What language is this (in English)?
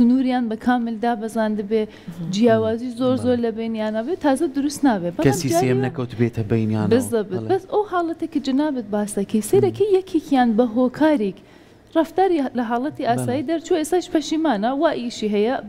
Central Kurdish